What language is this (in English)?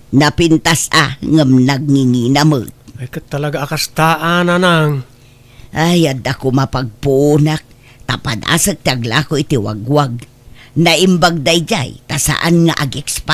Iloko